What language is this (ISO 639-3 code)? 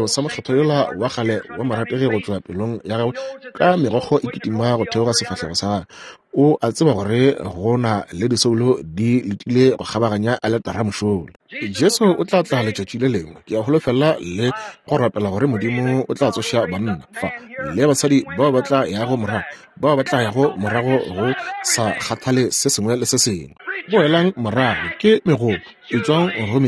nso